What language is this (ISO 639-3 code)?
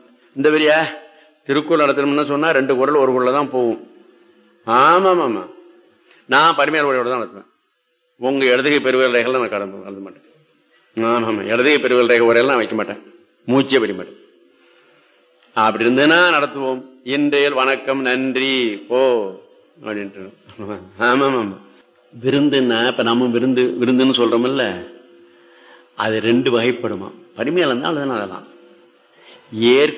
tam